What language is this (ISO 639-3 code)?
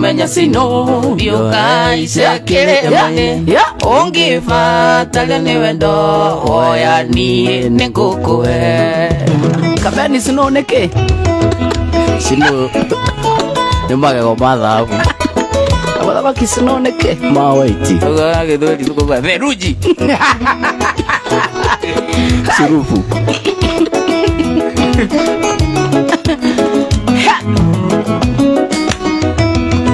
kik